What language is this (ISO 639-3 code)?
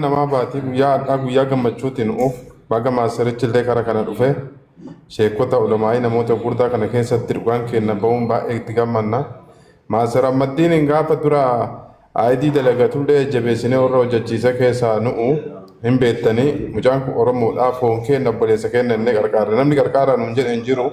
orm